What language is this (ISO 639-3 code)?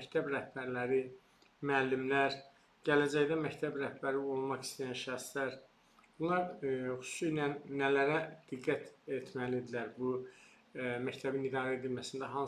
aze